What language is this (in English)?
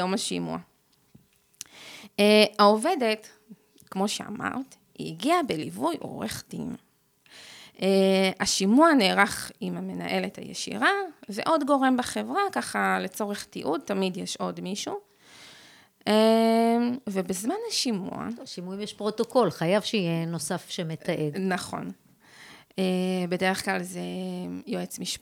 Hebrew